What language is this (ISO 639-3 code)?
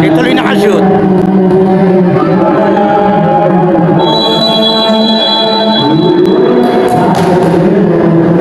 fil